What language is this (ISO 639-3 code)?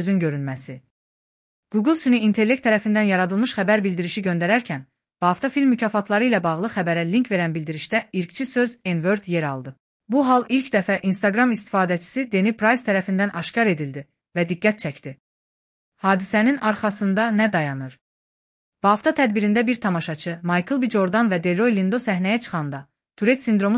aze